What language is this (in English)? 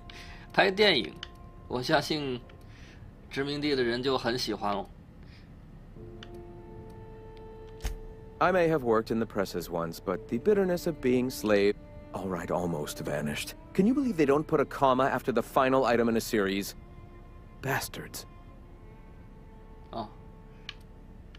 Chinese